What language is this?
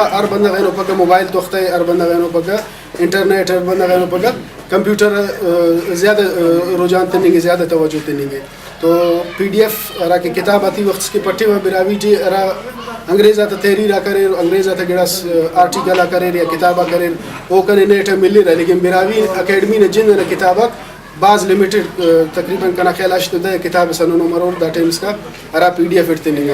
Brahui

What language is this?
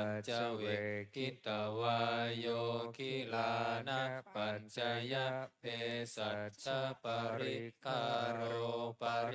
Pali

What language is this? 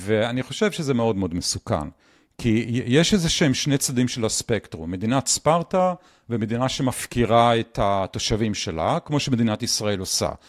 Hebrew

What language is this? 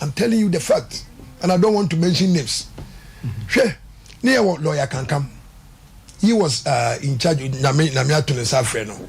Akan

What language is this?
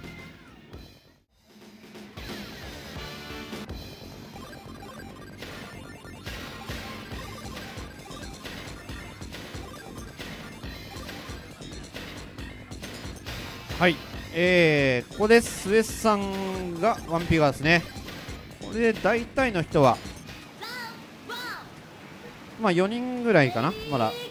Japanese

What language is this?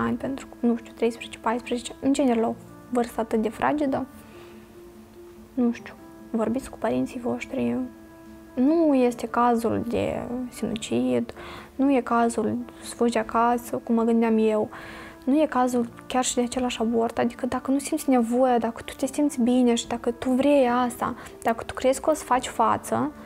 Romanian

